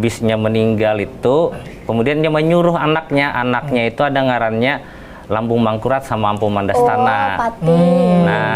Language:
Banjar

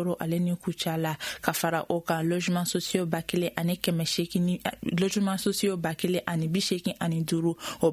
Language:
Bambara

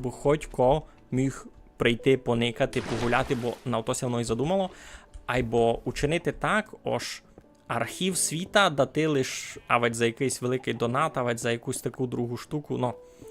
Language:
Rusyn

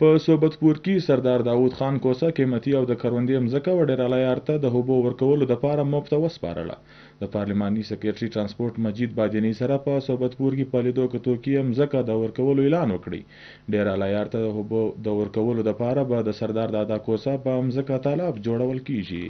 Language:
Pashto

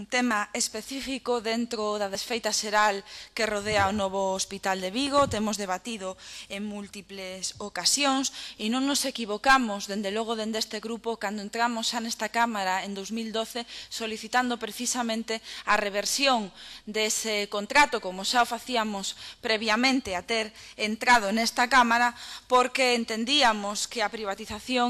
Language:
Galician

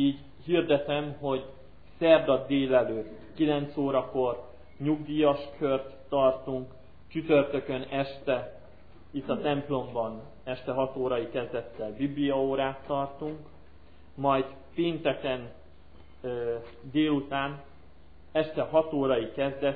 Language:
Hungarian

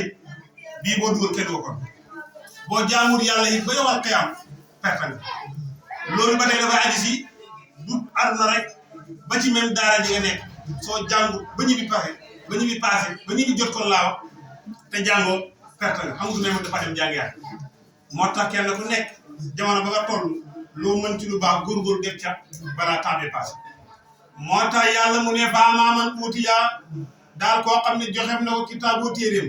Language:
Wolof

